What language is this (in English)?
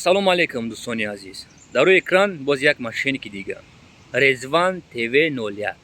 Tajik